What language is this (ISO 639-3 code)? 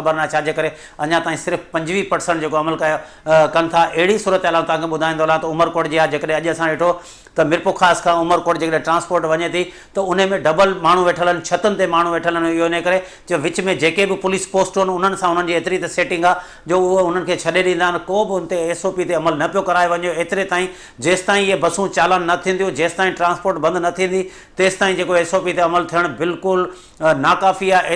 snd